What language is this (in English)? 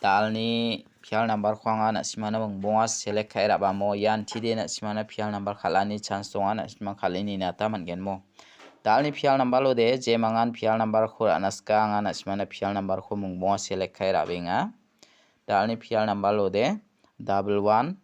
Garo